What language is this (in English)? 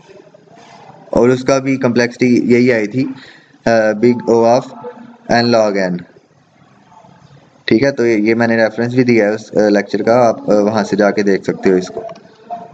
Hindi